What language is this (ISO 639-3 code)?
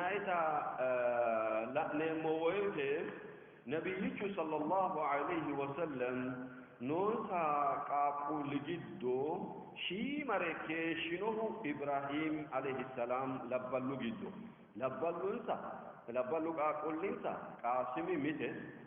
sid